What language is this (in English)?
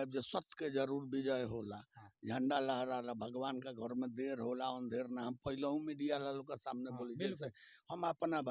Bhojpuri